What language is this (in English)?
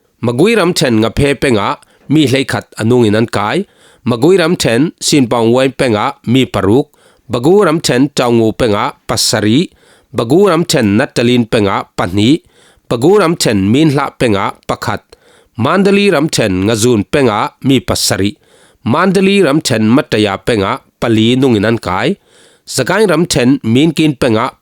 Falam Chin